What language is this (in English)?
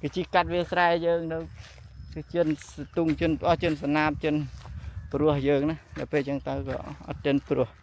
Khmer